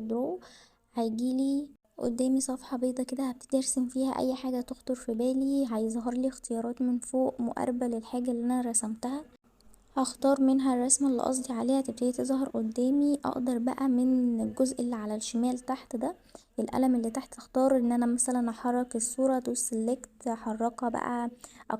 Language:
Egyptian Arabic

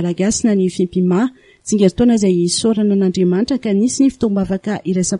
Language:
Malagasy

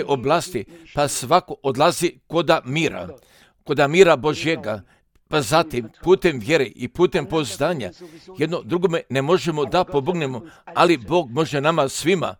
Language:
Croatian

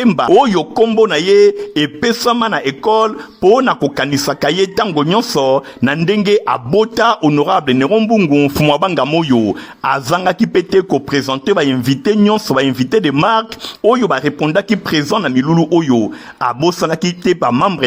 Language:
Lingala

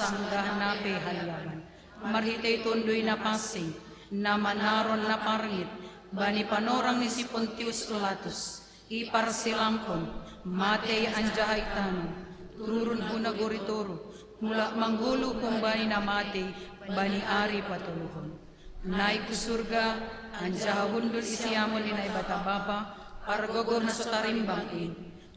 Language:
Batak Simalungun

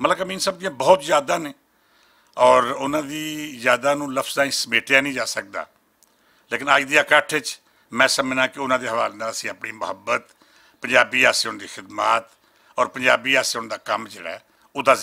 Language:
Western Panjabi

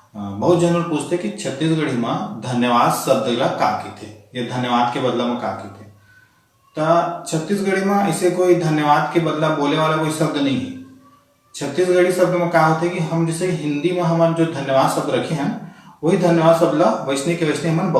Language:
Chhattisgarhi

